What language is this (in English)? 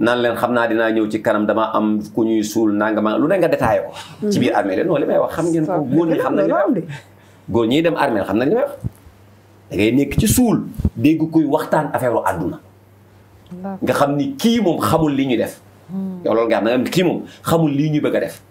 Wolof